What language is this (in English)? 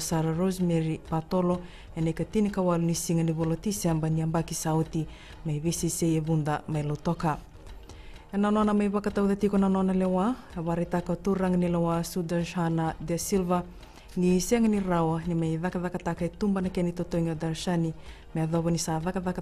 Fijian